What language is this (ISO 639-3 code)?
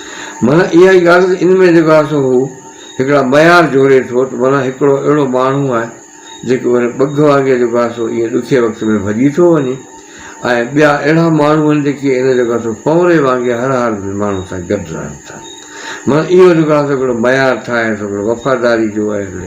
snd